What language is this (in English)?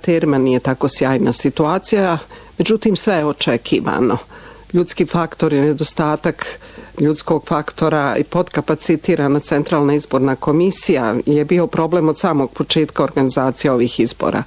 Bosnian